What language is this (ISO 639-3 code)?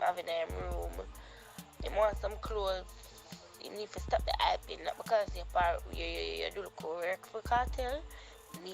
jam